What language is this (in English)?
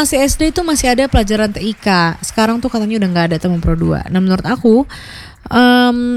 Indonesian